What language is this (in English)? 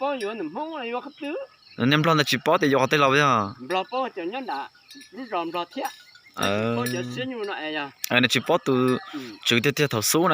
Hmong